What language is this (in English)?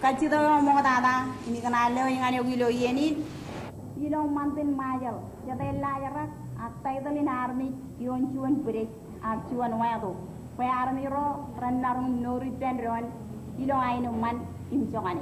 Marshallese